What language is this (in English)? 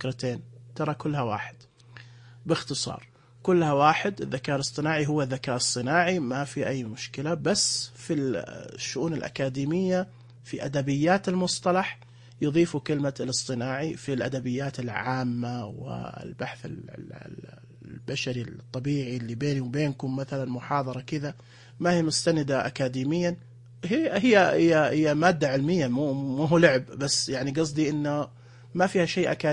Najdi Arabic